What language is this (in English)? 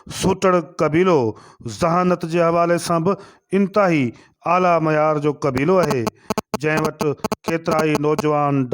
Sindhi